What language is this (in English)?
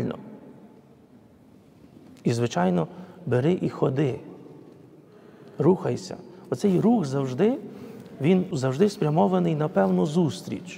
Ukrainian